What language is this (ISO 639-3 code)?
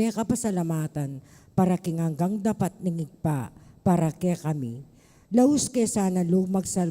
pam